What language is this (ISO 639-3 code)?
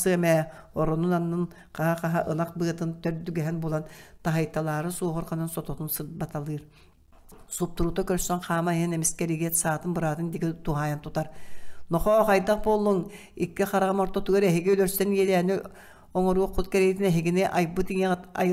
sah